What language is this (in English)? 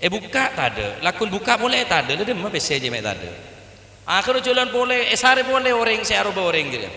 Madurese